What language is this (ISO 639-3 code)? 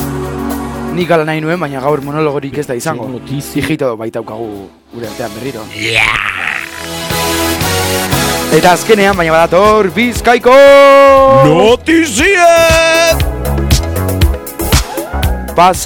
eus